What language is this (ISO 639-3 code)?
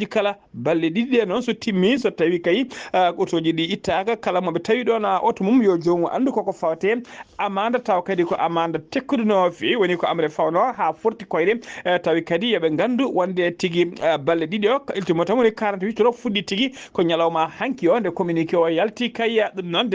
ful